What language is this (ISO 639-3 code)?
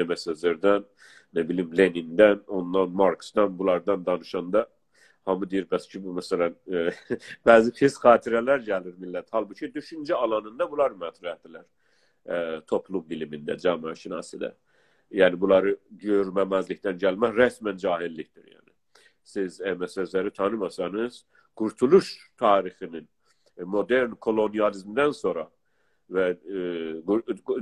azb